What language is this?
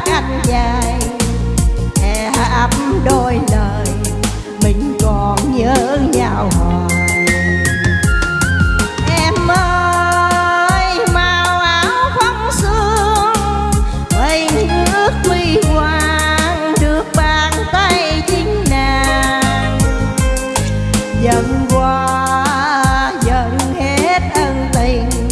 Vietnamese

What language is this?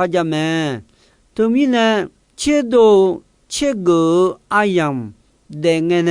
Akha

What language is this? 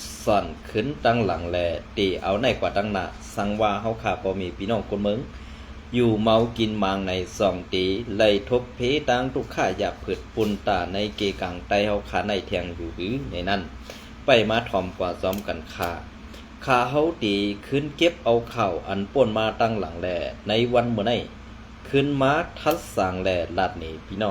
Shan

